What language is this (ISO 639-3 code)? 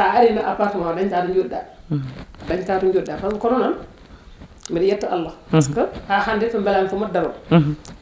ful